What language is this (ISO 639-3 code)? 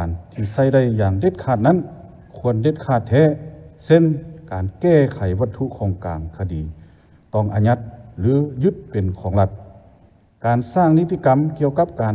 lao